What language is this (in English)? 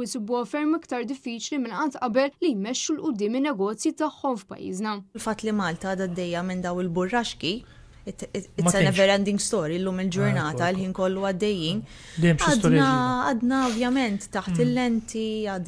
Maltese